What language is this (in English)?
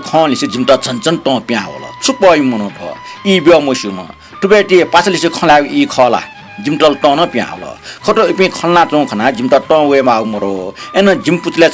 Newari